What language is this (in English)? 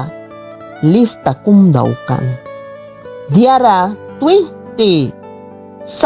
Mískito